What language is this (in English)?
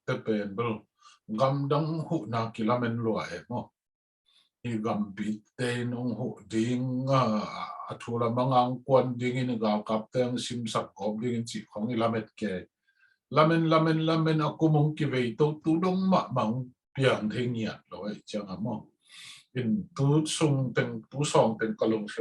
Tedim Chin